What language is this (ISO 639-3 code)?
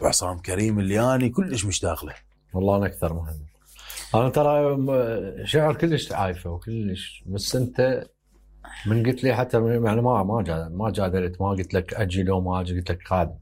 acm